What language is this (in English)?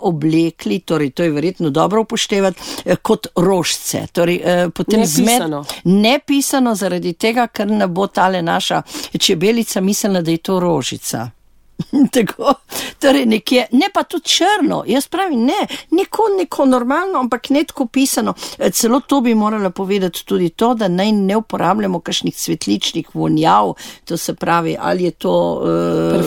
Slovenian